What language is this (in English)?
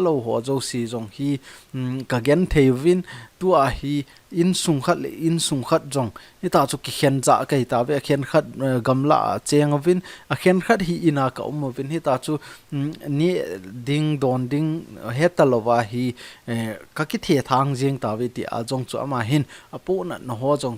Thado Chin